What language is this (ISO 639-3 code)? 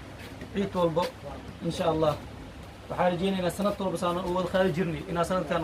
som